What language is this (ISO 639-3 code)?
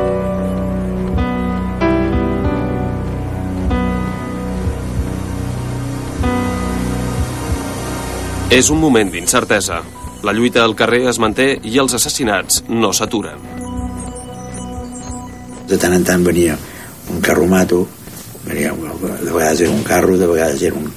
cat